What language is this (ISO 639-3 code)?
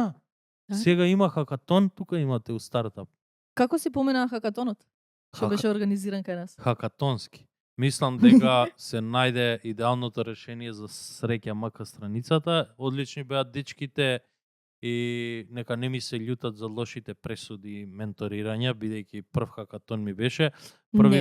mkd